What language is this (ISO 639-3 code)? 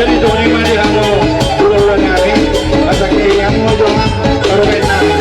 bbc